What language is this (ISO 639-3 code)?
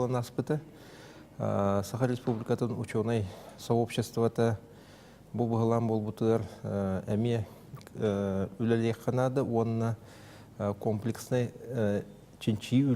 sah